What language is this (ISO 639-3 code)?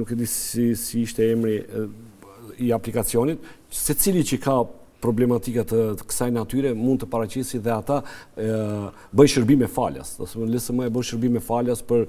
sqi